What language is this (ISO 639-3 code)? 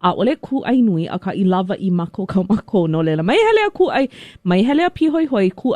haw